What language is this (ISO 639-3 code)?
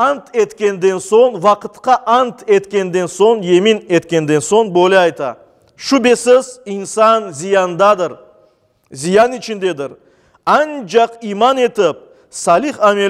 crh